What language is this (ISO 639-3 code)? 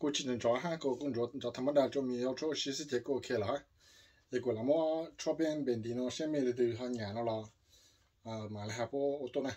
hmn